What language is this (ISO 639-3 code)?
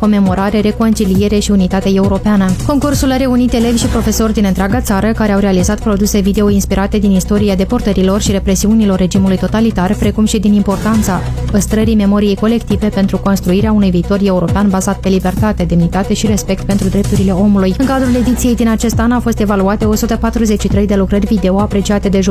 ron